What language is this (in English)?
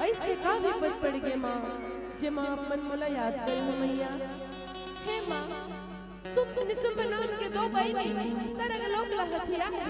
Chhattisgarhi